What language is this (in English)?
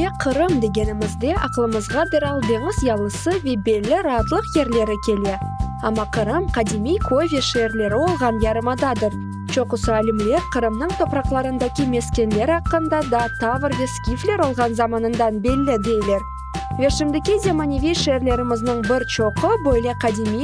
Crimean Tatar